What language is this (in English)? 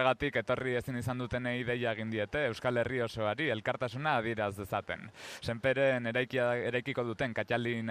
Basque